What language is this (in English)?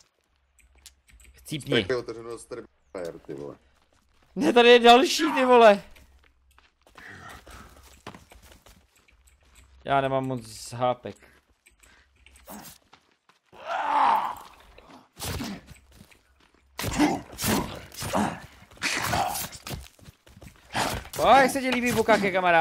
Czech